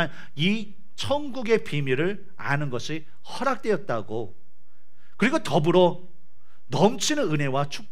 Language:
Korean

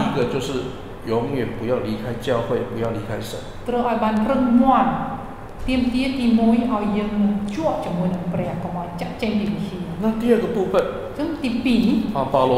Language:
Chinese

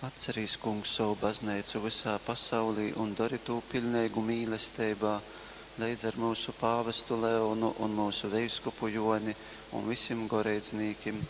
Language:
Latgalian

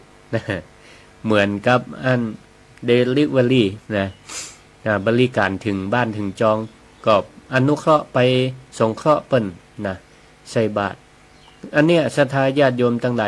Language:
Northern Thai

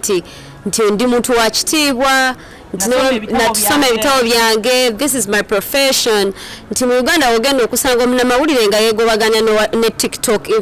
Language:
Ganda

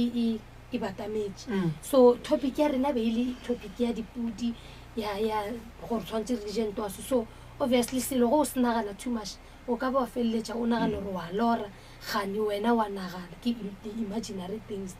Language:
Northern Sotho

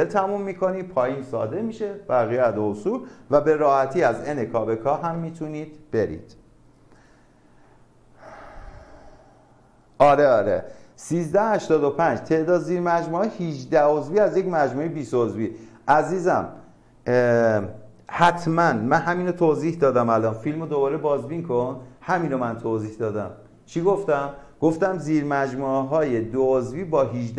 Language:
Persian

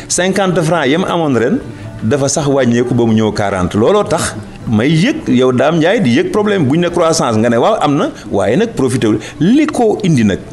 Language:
Wolof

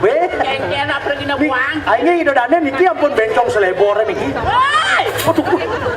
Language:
Balinese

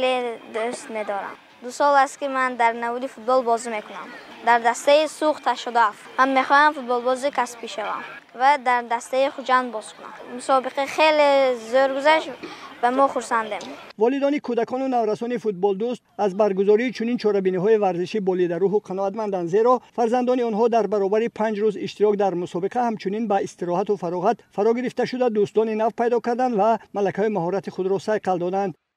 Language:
Tajik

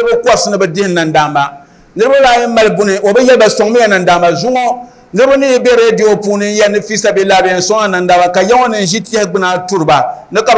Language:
Dagbani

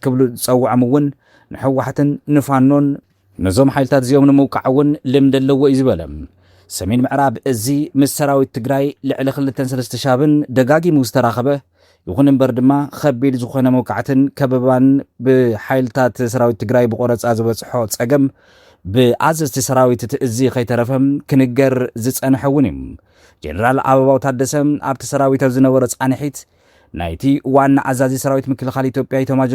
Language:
Tigrinya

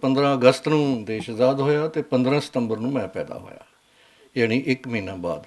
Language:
Western Panjabi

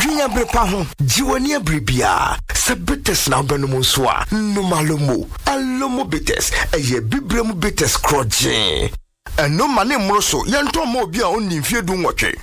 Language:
Akan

